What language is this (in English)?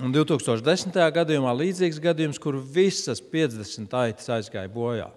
Latvian